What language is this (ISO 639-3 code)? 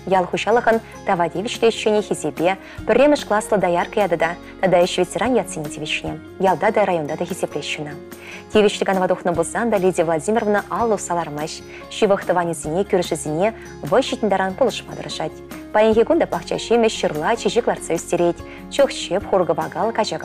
chv